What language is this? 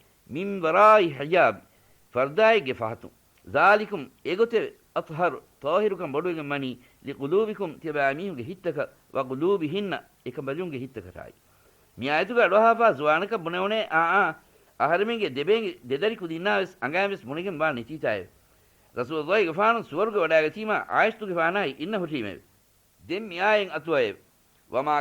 Divehi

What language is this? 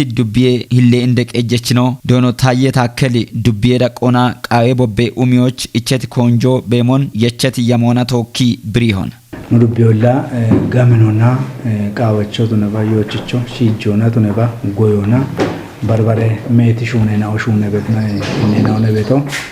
Kafa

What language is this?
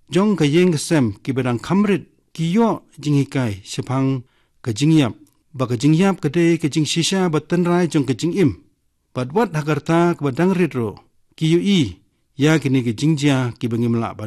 Khasi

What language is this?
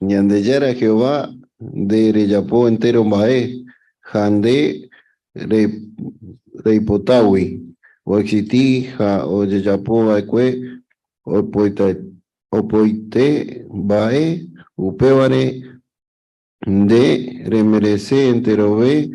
Guarani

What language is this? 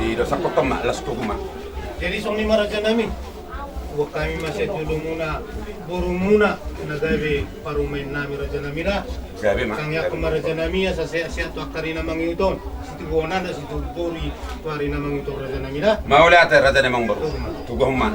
Batak Toba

